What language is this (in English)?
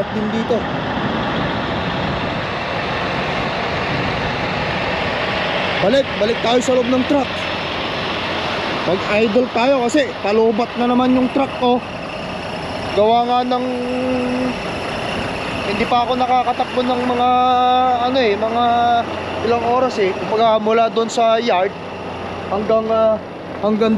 Filipino